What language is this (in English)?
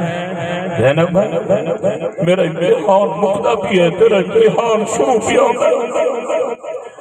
Saraiki